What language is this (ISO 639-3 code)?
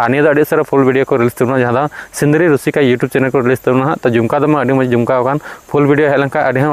sat